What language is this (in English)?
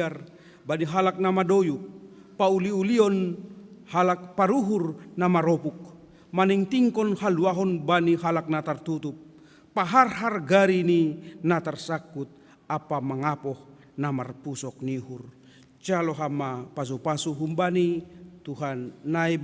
Batak Simalungun